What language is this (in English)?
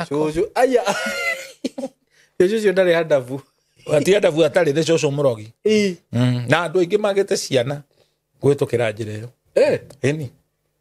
Kikuyu